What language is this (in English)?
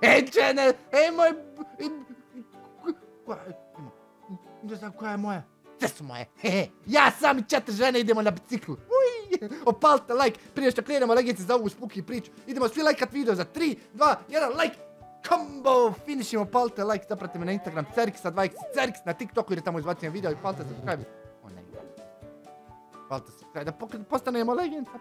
Croatian